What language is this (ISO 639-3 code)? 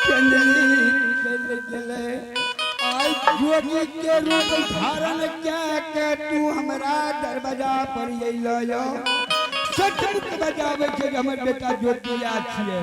anp